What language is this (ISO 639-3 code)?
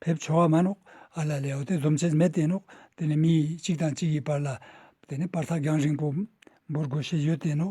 lbj